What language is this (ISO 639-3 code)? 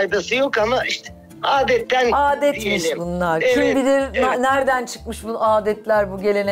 tur